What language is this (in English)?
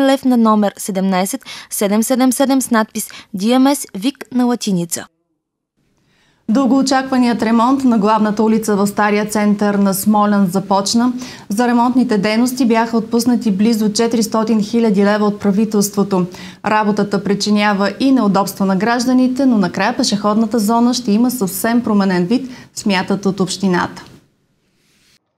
Bulgarian